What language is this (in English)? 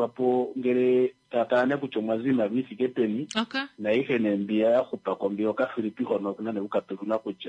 Kuanyama